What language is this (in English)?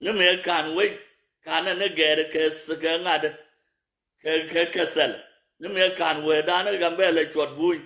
Nuer